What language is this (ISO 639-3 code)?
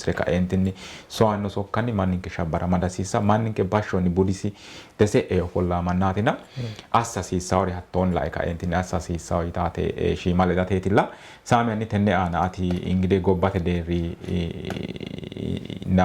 sid